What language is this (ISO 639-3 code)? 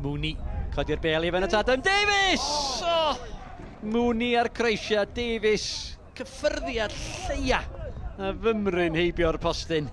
cym